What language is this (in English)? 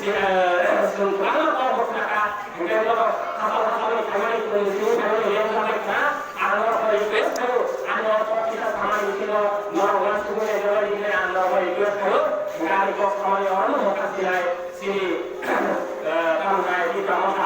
Kok Borok